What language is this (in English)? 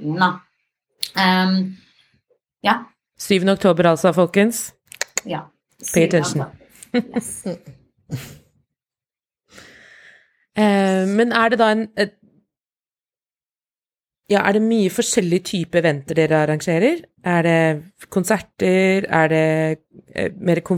Norwegian